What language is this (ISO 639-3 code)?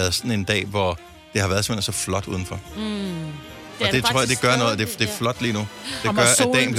dan